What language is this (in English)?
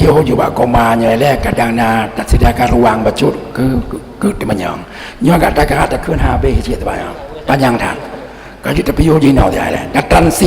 Achinese